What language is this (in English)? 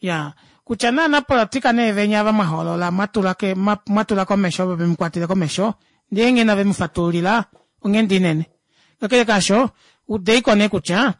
Kuanyama